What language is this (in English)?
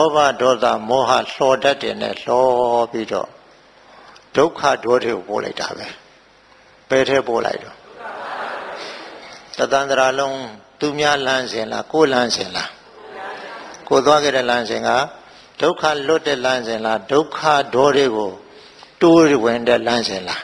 Burmese